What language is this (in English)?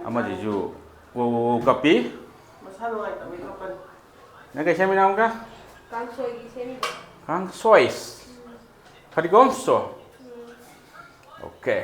Manipuri